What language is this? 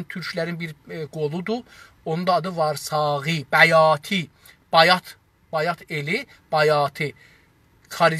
South Azerbaijani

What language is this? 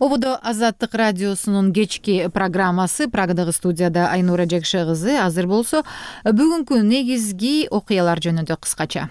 Kyrgyz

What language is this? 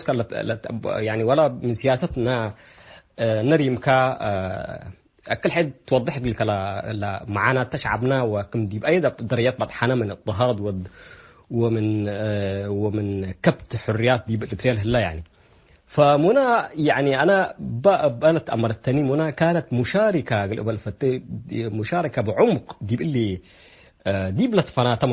Tigre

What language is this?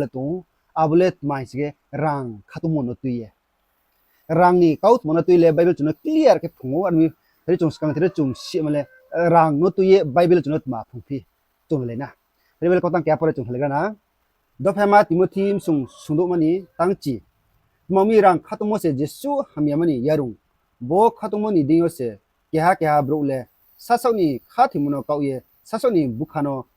Riang (India)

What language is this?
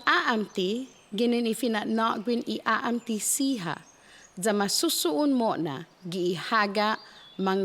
Chamorro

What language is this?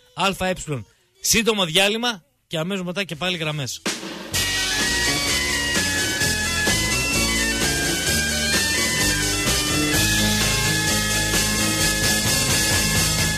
Greek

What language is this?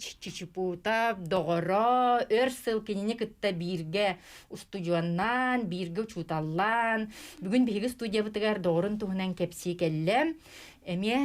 Yakut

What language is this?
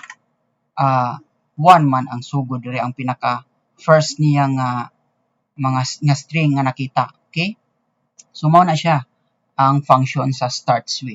Cebuano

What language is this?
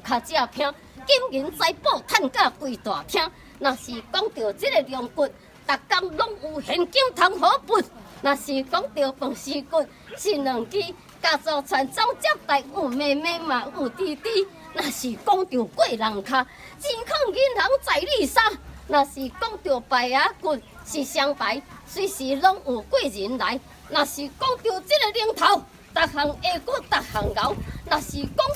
Min Nan Chinese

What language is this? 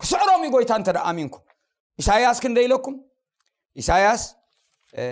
Tigrinya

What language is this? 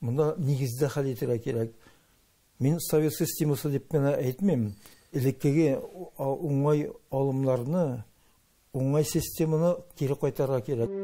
Tatar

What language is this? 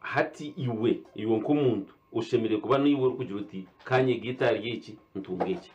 Nyankole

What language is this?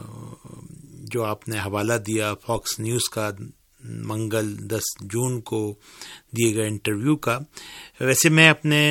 Urdu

